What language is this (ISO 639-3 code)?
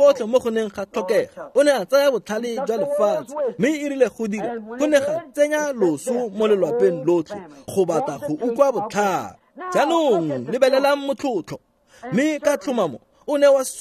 tsn